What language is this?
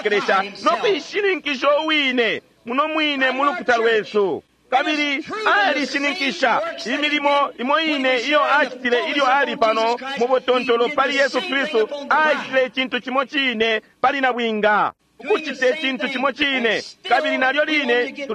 Bemba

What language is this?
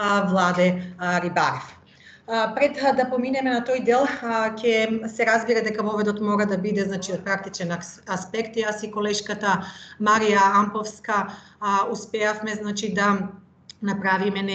Macedonian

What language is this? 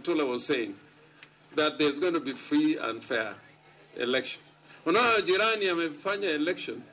Luo (Kenya and Tanzania)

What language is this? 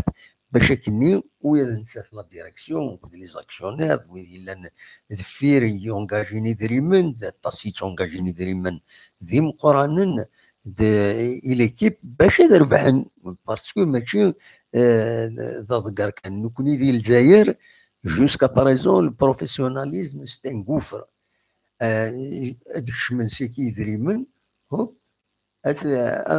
Kabyle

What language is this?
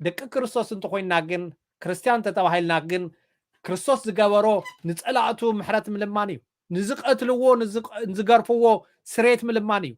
Tigrinya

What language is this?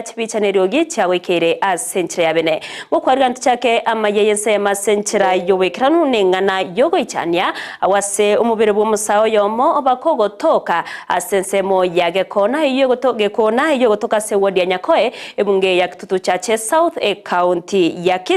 Gusii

